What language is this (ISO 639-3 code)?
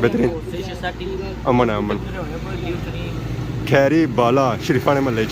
phr